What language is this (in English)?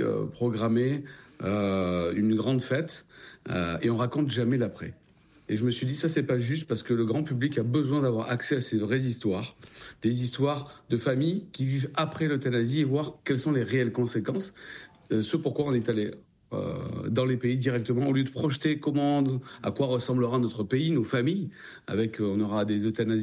French